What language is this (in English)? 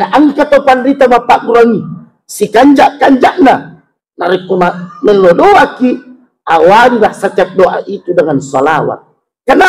Buginese